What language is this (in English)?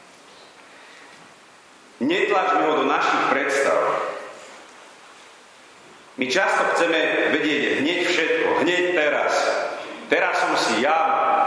Slovak